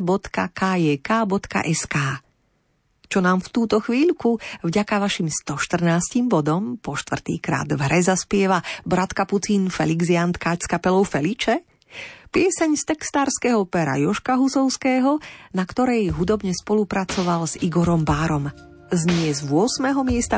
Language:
Slovak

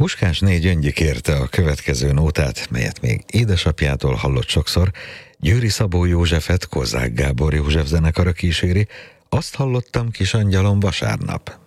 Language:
Hungarian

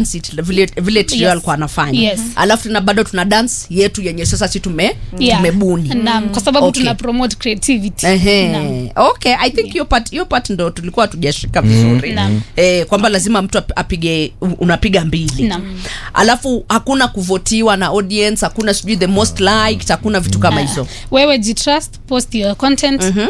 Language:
Swahili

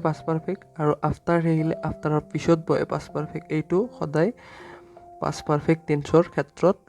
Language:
Assamese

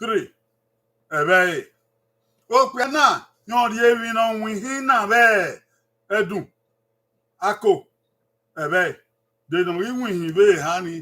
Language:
Bini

